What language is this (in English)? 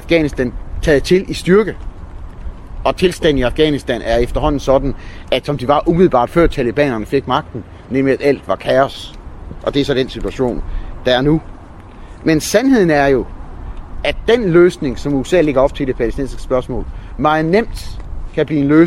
Danish